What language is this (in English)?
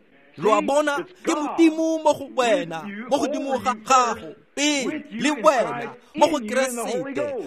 Tswana